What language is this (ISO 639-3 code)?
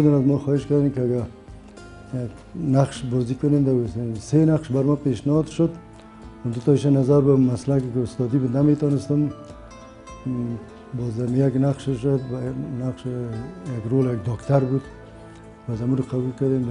fas